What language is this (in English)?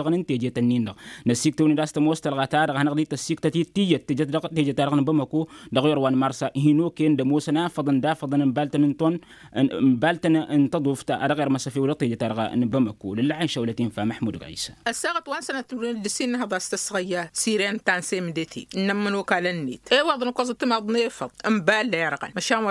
Tamasheq